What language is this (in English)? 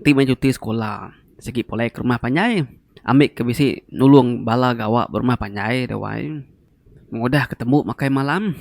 Iban